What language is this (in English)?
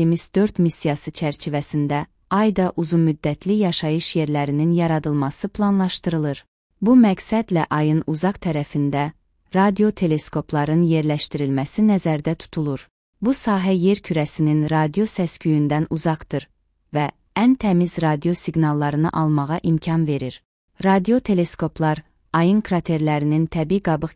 Azerbaijani